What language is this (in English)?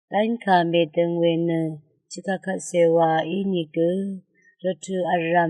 Rawang